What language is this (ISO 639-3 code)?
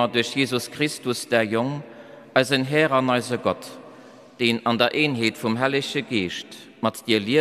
ltz